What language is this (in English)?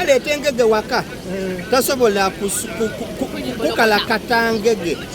Soga